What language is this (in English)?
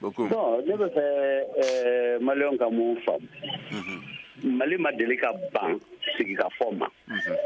Bambara